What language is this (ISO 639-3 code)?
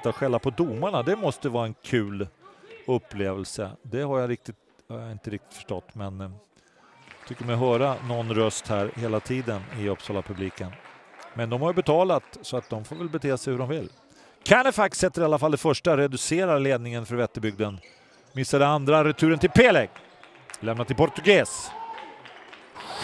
swe